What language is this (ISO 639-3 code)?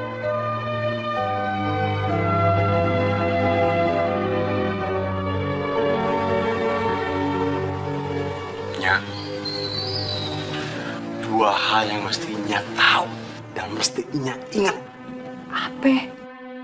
ind